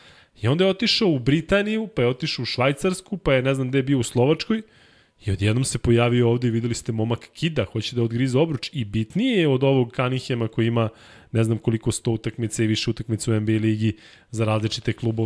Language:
Serbian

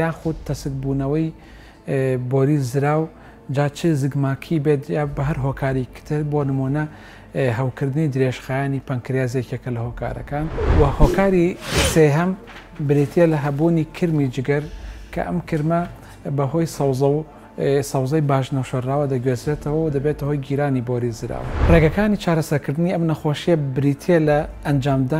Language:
Central Kurdish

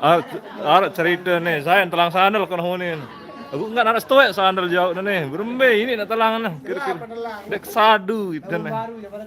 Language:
Sasak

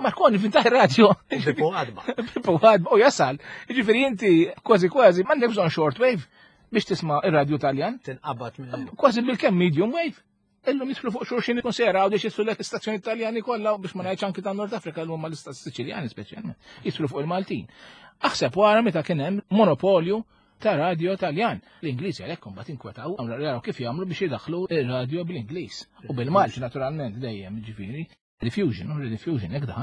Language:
Maltese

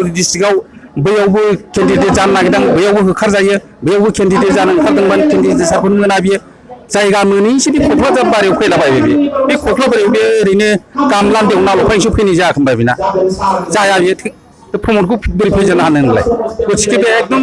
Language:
Bodo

